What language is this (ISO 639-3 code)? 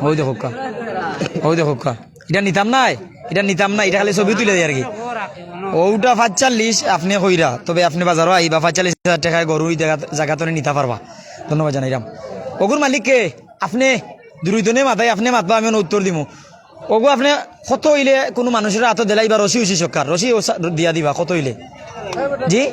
syl